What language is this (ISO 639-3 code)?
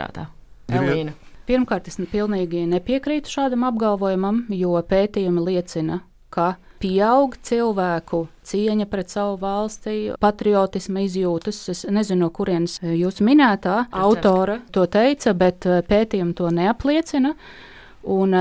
lav